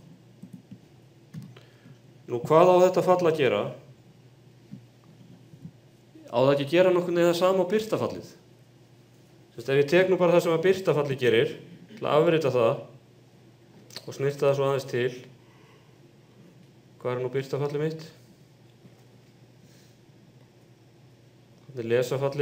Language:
Icelandic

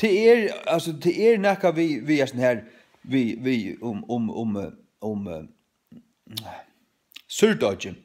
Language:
Faroese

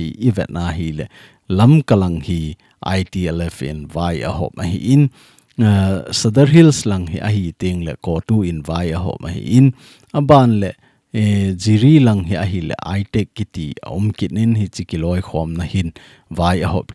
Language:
Thado Chin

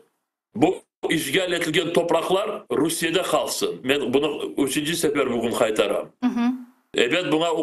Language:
Crimean Tatar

